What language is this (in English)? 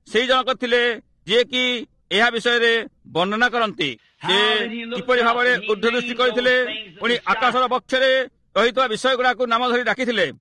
Odia